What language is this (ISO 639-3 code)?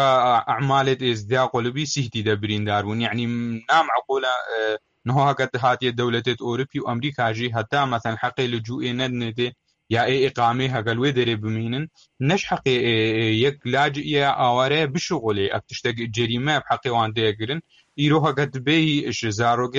kur